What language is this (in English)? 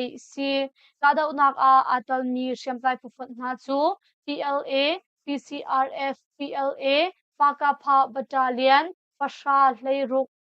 Hakha Chin